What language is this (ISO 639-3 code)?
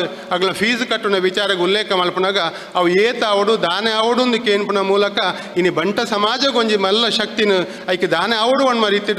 tcy